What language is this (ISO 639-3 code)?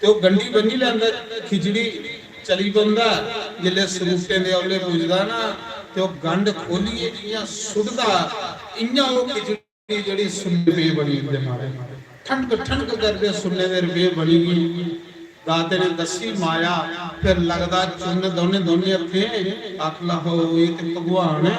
doi